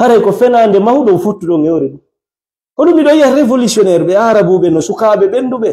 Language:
Fula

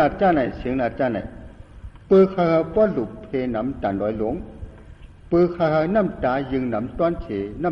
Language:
Shan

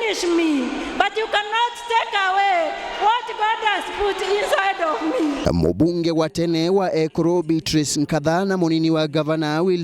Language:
Meru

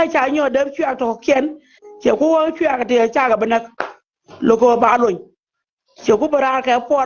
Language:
Nuer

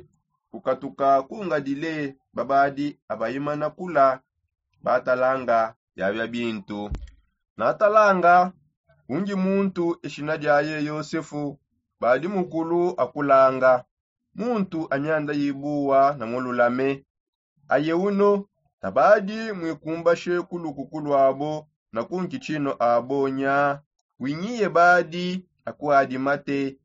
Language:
Songe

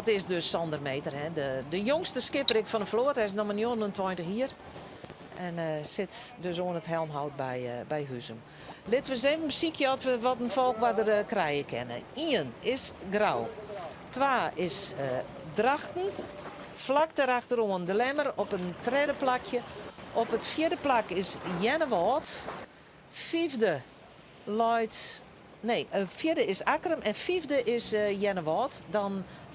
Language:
Western Frisian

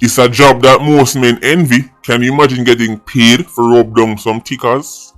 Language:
Jamaican Creole English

